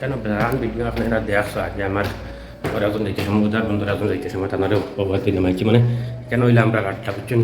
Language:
Sylheti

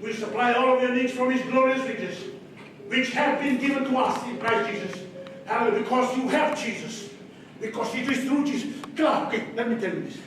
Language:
Fijian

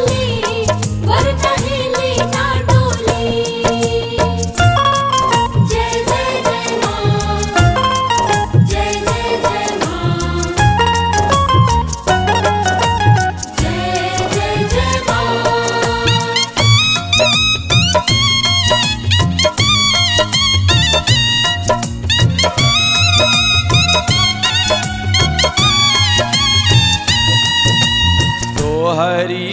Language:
Bhojpuri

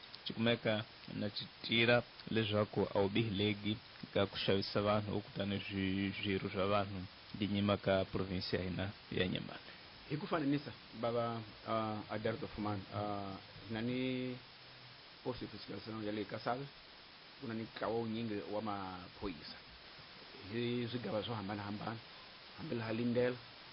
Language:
Tsonga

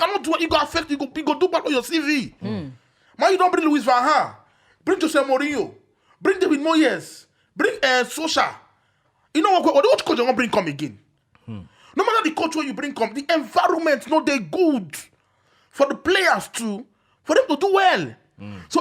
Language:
Nigerian Pidgin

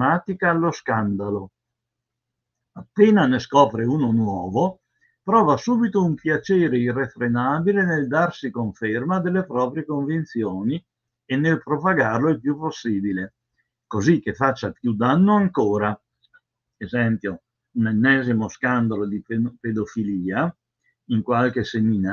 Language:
Italian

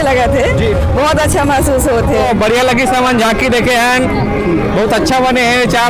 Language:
Chhattisgarhi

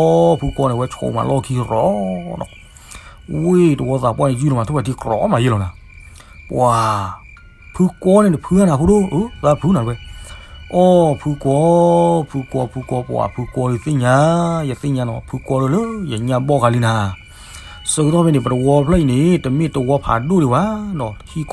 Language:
S'gaw Karen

